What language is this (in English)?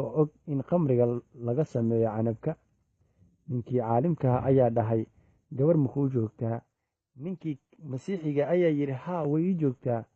Somali